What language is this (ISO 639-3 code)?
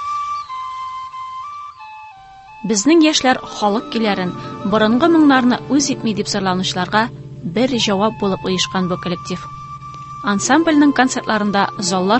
tat